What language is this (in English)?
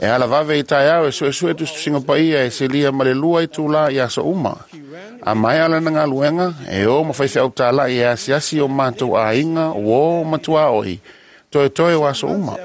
Samoan